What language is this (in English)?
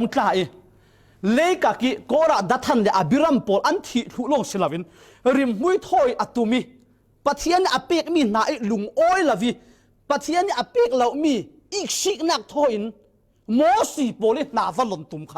Falam Chin